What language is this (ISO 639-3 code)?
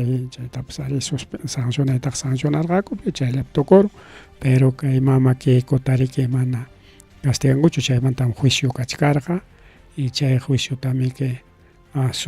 quy